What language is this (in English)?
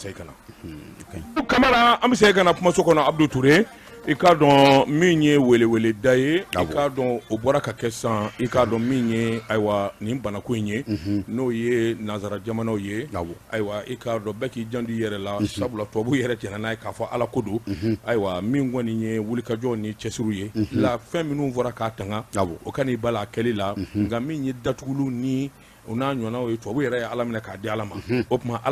Bambara